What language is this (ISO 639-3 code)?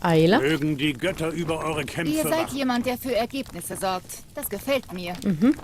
gsw